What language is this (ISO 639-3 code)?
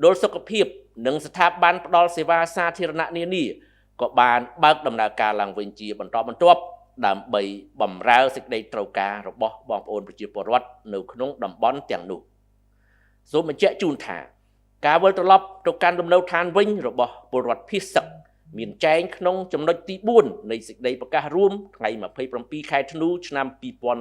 khm